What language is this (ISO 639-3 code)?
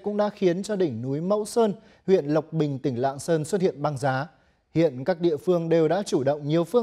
vie